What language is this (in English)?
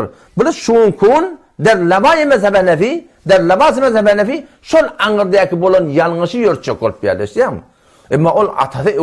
Turkmen